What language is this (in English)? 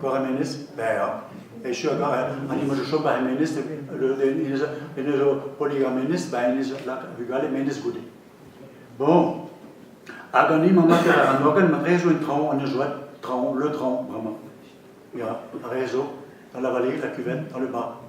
Breton